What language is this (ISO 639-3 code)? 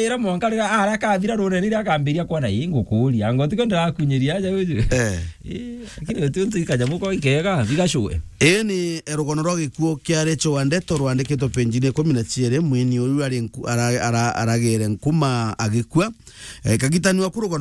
mer